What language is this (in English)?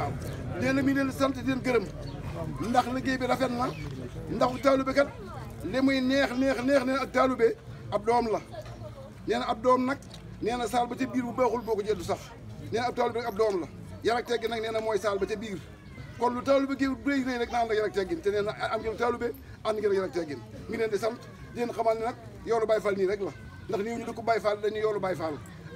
Wolof